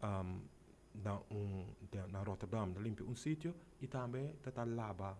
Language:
Papiamento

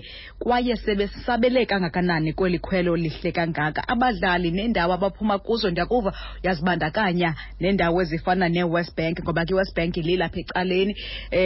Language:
Xhosa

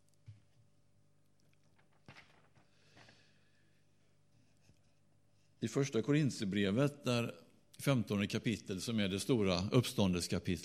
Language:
Swedish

